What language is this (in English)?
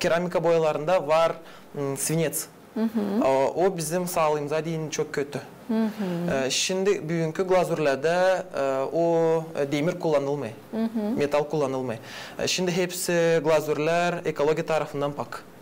Gagauz